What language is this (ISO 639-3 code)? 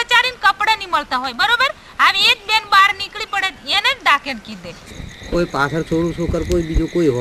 guj